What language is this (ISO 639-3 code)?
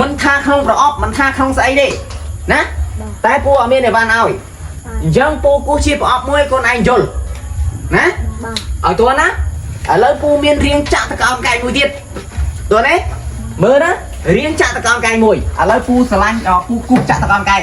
khm